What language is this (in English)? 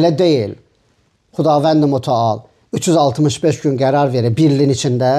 Azerbaijani